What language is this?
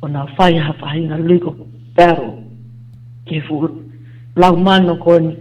Tongan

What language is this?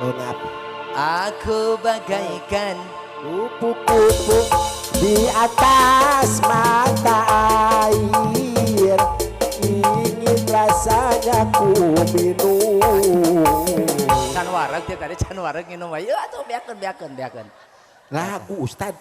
Sundanese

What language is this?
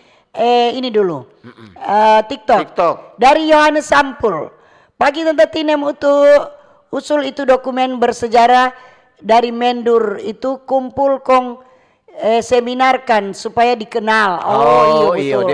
Manado Malay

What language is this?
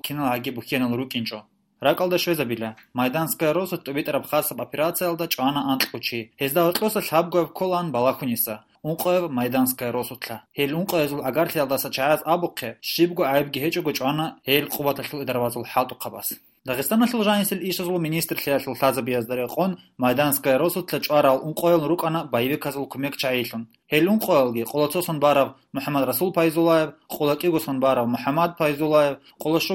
Avaric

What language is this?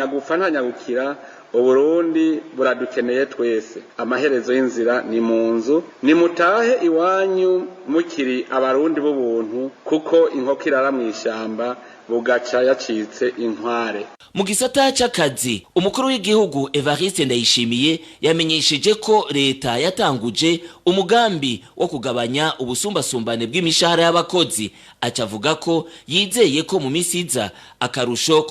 Rundi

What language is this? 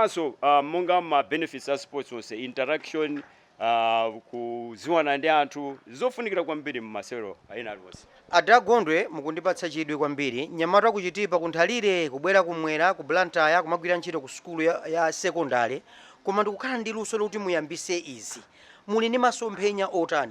Nyanja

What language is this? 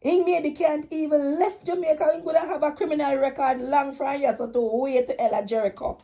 Jamaican Creole English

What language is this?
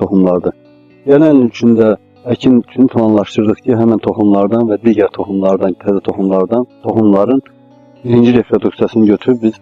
Azerbaijani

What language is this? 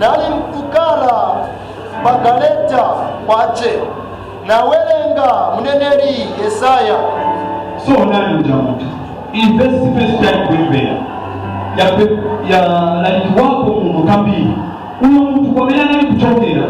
Nyanja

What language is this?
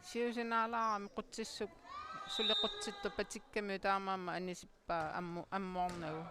Kalaallisut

